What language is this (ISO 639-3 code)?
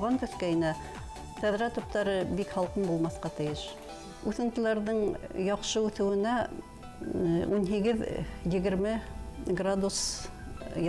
bak